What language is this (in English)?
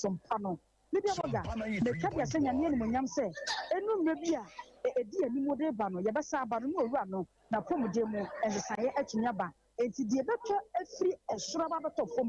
Akan